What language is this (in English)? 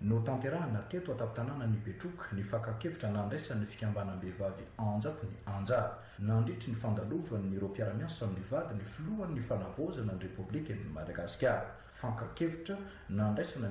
Malagasy